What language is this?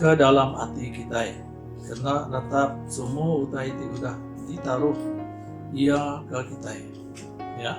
Iban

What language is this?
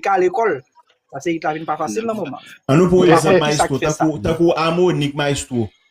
Haitian Creole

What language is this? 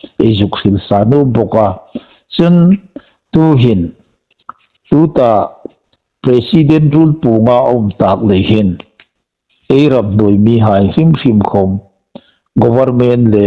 Hmar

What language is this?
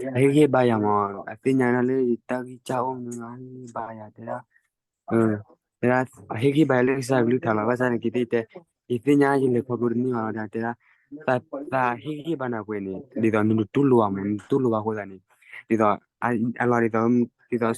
S'gaw Karen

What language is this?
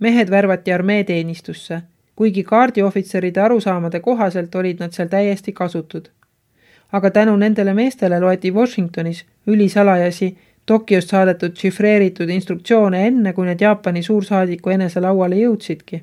Estonian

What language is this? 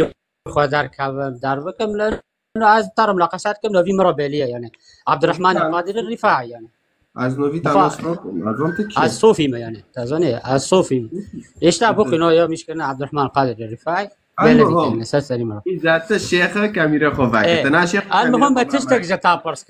Kurdish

